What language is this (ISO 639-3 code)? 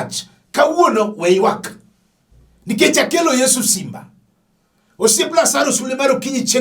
luo